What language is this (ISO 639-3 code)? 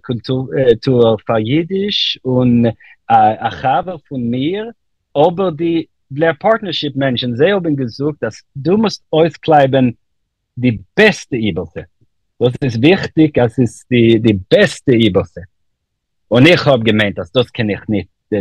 yid